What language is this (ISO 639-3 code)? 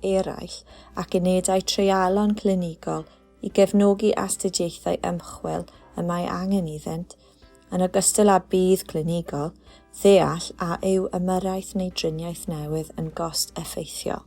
cym